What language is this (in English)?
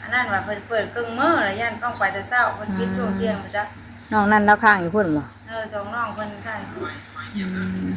Northeastern Thai